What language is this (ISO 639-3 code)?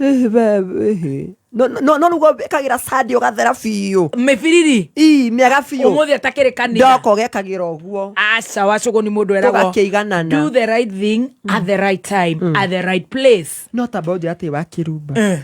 kik